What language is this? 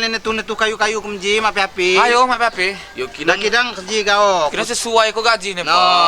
Lampung Api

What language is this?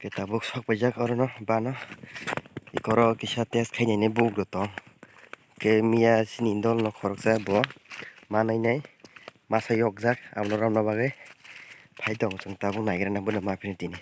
Kok Borok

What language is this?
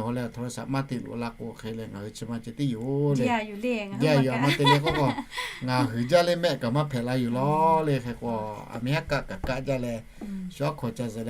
Lahu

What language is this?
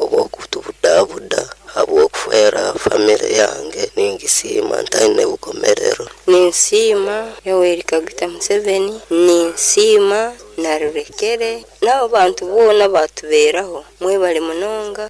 Nyoro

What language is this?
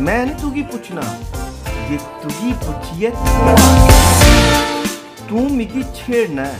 Dogri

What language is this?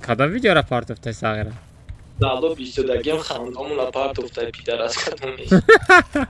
Tajik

